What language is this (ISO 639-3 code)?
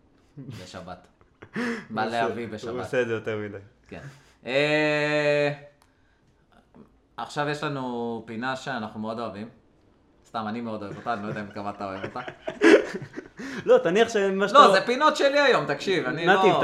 heb